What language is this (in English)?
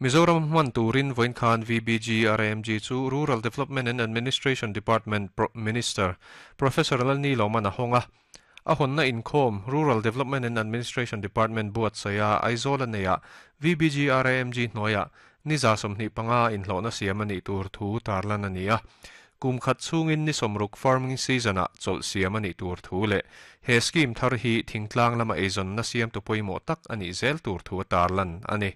Mizo